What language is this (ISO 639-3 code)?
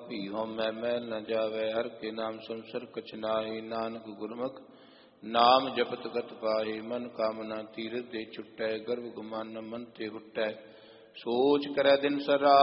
pan